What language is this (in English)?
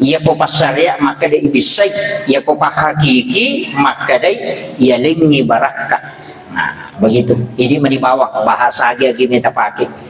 Buginese